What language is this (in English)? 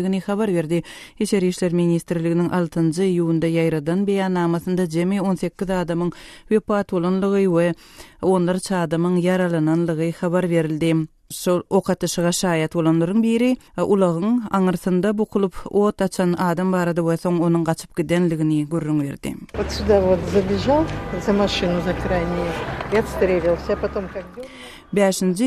Turkmen